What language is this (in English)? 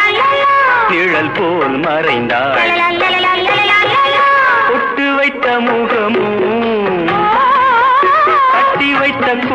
Tamil